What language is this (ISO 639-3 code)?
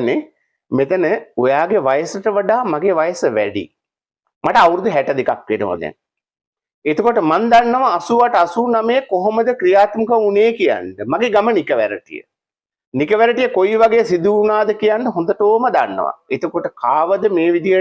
sin